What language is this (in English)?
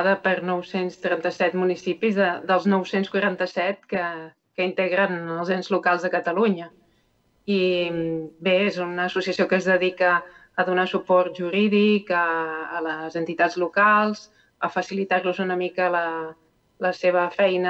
Catalan